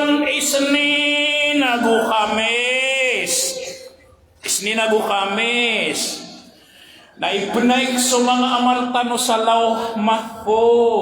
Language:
Maranao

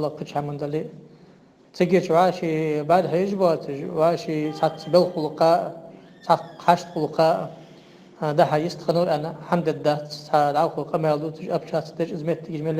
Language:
Ingush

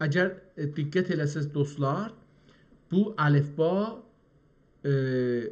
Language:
South Azerbaijani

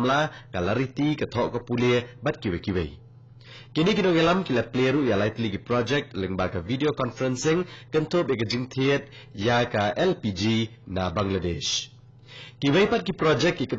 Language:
Khasi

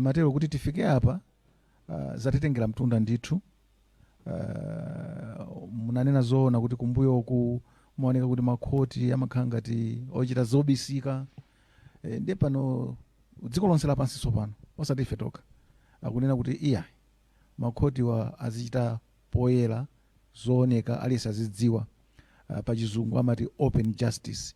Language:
Nyanja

